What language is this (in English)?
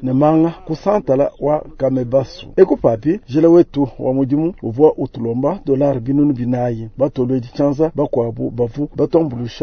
Luba-Lulua